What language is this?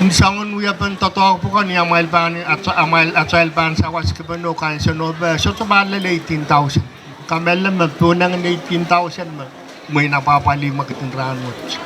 Pohnpeian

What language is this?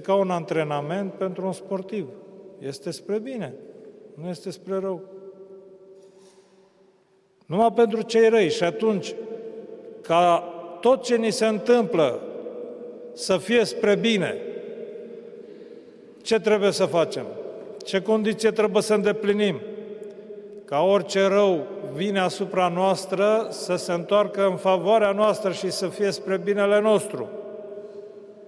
Romanian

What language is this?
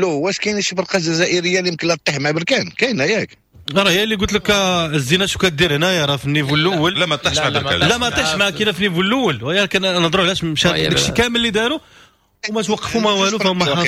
Moroccan Arabic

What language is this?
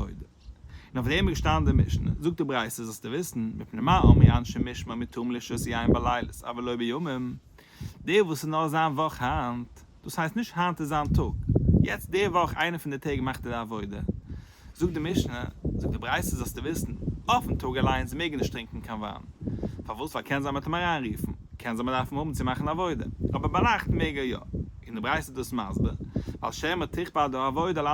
Yiddish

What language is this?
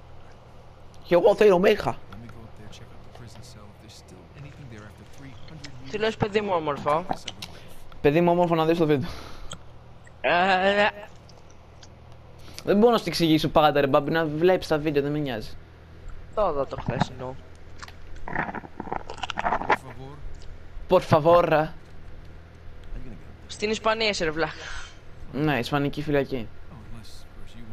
Greek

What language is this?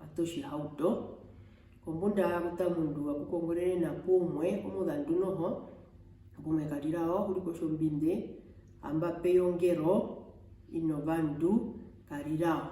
Herero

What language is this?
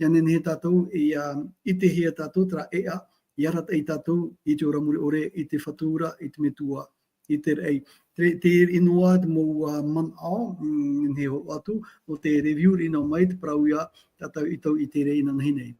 Tahitian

